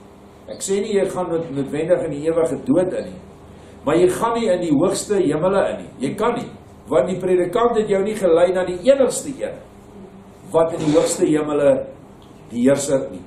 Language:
Afrikaans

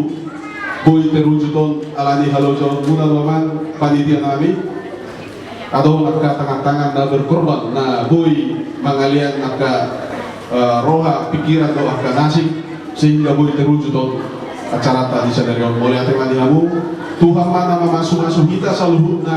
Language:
Batak Toba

